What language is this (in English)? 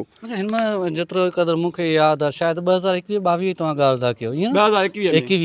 Sindhi